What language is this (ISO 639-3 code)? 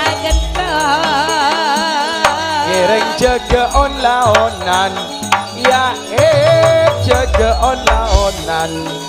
mad